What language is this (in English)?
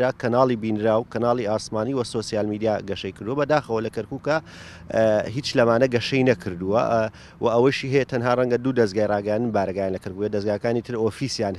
Central Kurdish